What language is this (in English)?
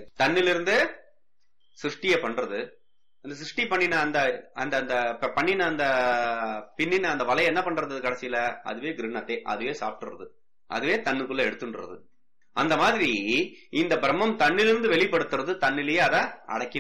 Tamil